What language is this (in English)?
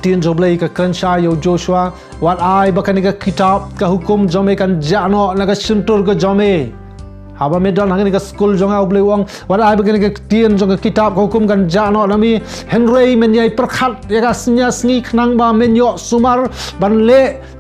Khasi